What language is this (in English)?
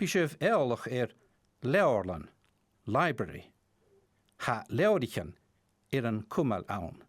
Scottish Gaelic